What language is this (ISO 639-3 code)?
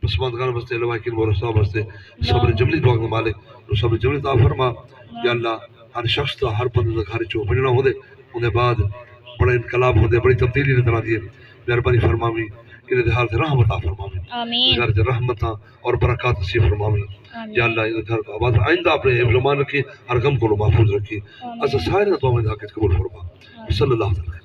skr